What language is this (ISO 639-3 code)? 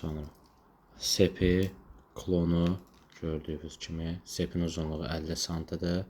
aze